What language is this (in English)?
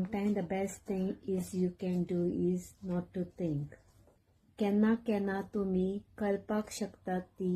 Konkani